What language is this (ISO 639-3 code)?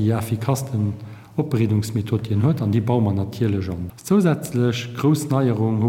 ltz